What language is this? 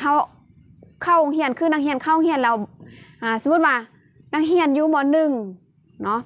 Lao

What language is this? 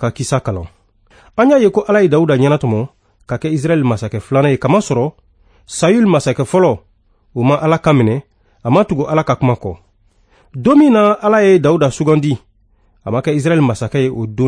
Bambara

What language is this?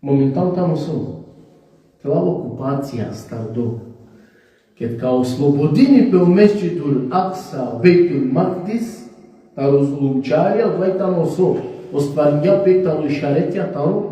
Balkan Romani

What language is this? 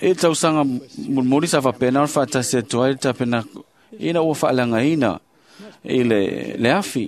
Samoan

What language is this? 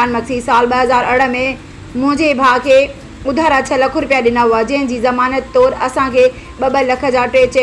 Sindhi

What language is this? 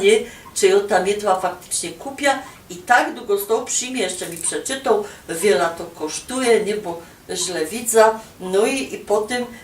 Silesian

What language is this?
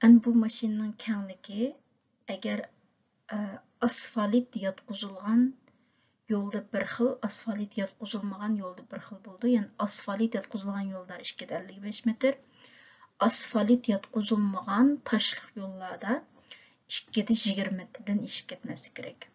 Uyghur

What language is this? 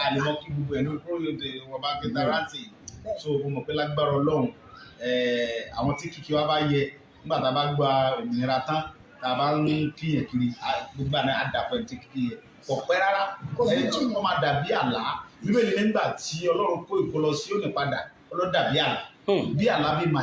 Yoruba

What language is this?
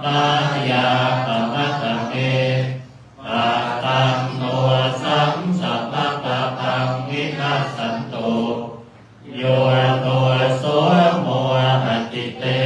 Pali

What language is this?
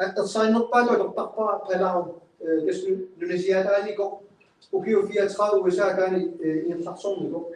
Kalaallisut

